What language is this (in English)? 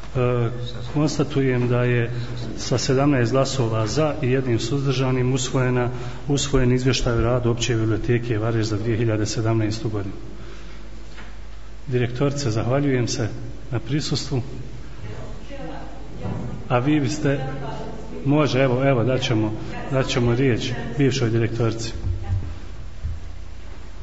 Bosnian